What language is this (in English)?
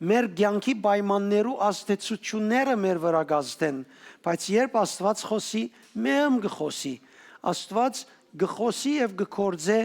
Western Armenian